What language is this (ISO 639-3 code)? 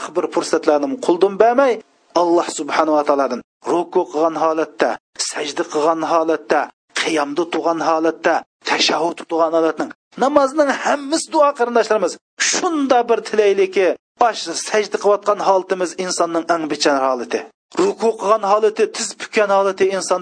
uig